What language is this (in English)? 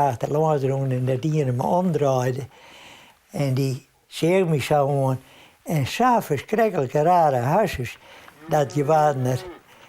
Western Frisian